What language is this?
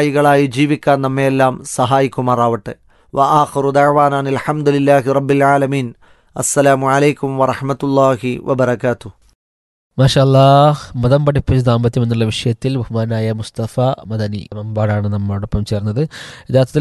Malayalam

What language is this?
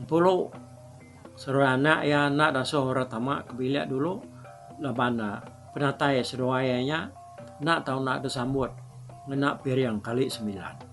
Iban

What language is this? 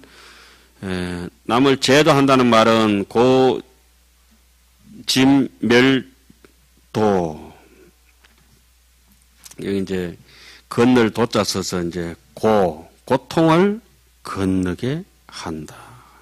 Korean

